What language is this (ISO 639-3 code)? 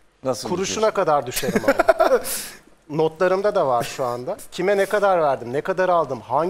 tur